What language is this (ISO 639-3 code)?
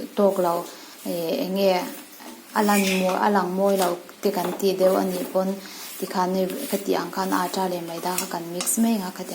lus